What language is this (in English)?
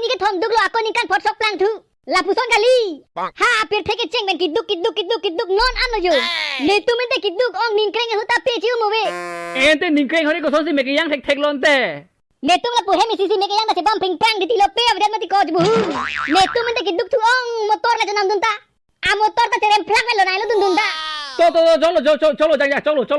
Karbi